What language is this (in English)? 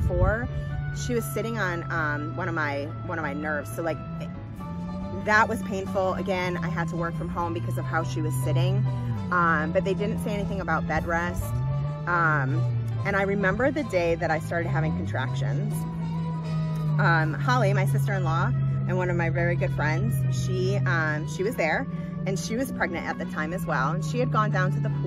English